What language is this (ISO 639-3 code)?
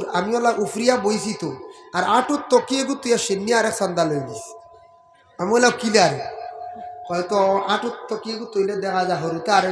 syl